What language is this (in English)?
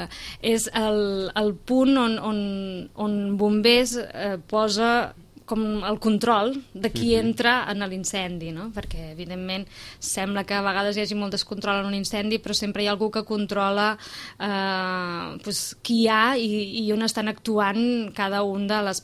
Catalan